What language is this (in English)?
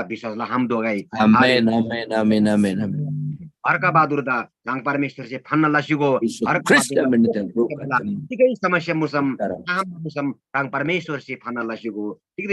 Eastern Tamang